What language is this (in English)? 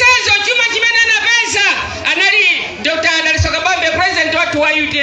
Nyanja